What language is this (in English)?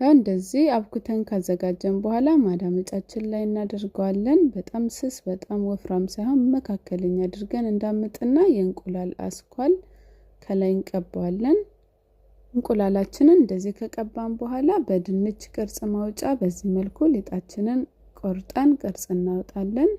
Amharic